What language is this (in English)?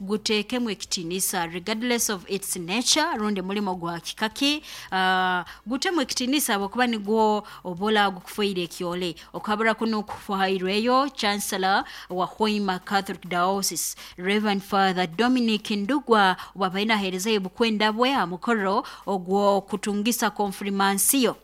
Nyoro